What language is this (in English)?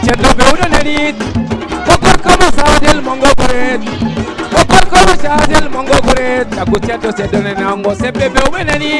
Fula